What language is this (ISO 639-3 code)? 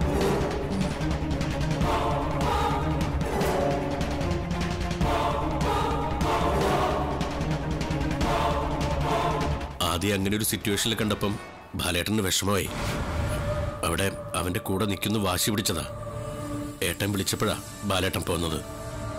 mal